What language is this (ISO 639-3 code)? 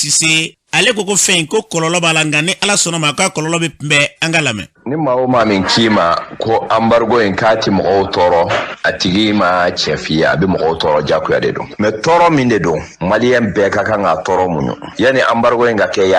bam